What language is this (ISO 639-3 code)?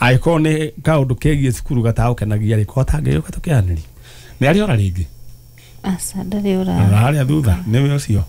kik